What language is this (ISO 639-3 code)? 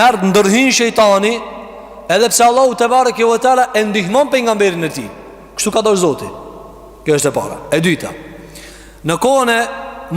sqi